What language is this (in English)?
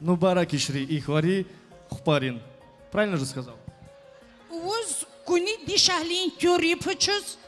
Tabassaran